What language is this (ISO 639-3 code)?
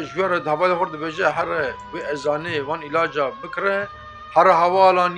kur